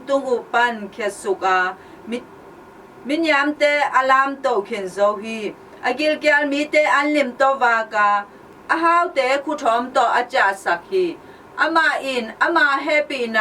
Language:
Tedim Chin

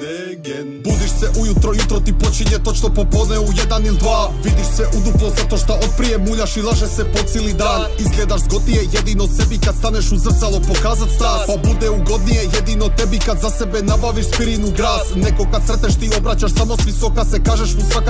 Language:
Croatian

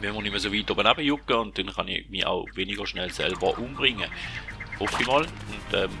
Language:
Swiss German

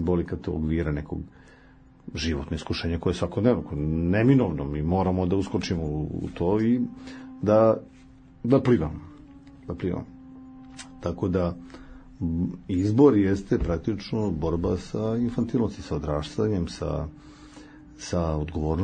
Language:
Serbian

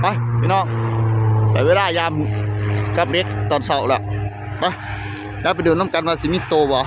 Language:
Northeastern Thai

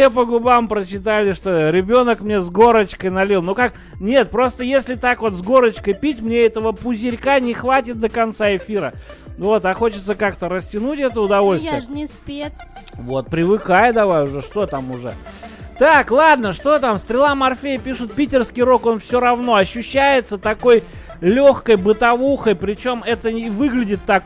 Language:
Russian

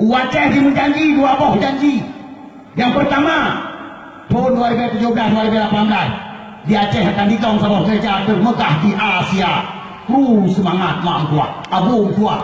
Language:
Achinese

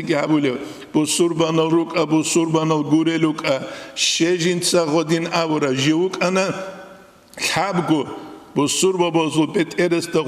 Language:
Avaric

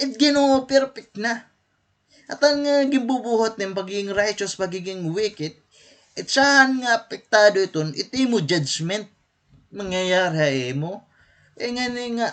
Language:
Waray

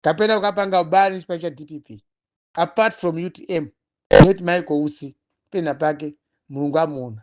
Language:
Nyanja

